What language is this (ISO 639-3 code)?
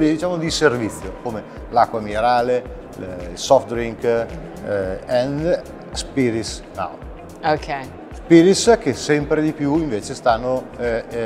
ita